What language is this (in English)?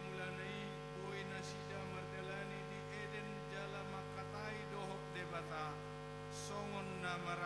Batak Toba